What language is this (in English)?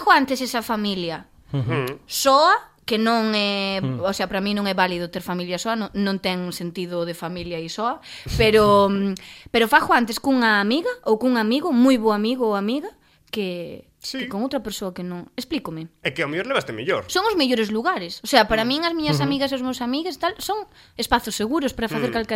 Galician